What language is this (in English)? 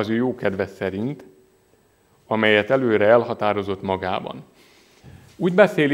Hungarian